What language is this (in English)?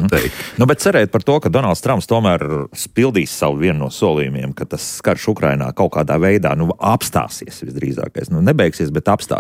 Latvian